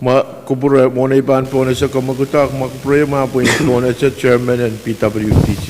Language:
Pohnpeian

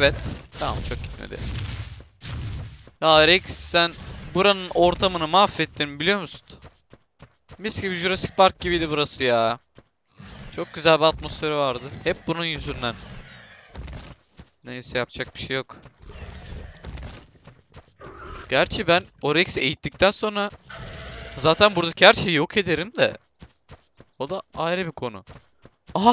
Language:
Turkish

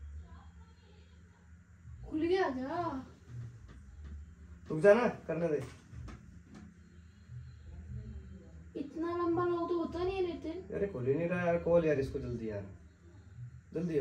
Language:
Hindi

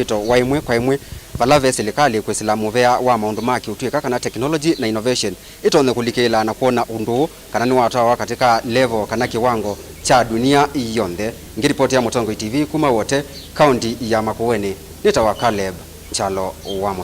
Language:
Kamba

